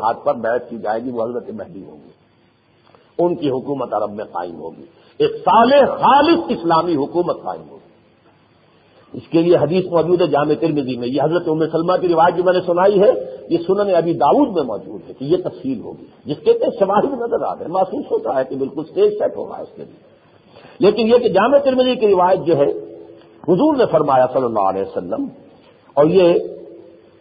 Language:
Urdu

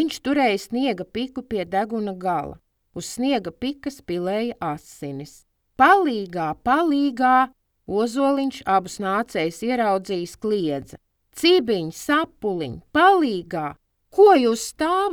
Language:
Latvian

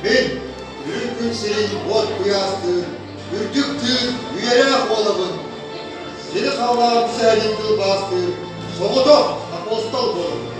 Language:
Yakut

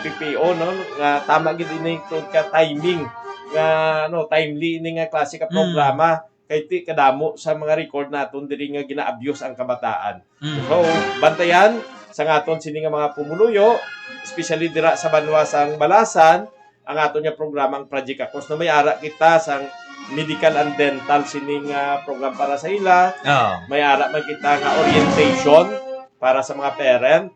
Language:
Hiligaynon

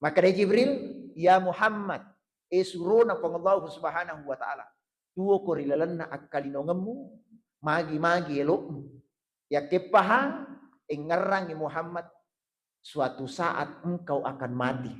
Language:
Buginese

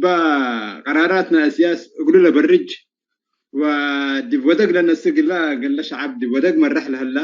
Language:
Tigre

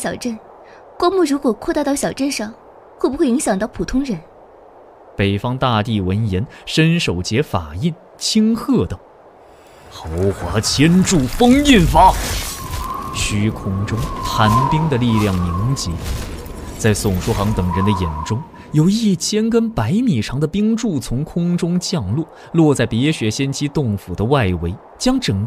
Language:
Chinese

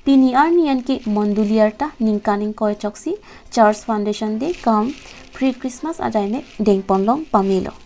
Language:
Karbi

